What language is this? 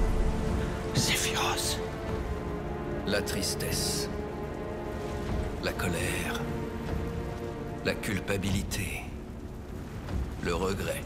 French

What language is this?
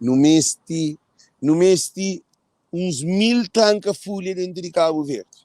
Kabuverdianu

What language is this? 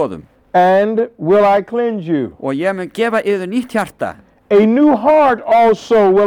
Icelandic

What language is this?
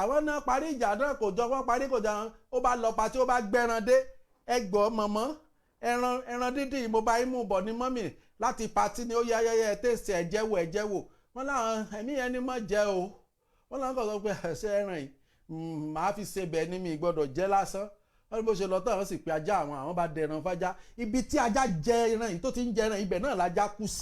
Yoruba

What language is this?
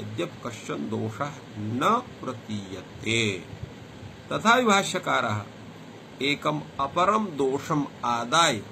Sanskrit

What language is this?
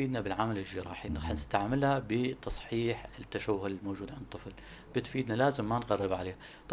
North Levantine Arabic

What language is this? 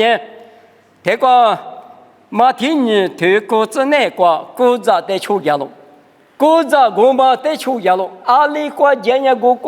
Lisu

